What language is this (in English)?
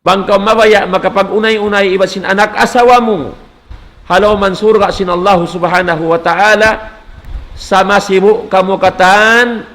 Tausug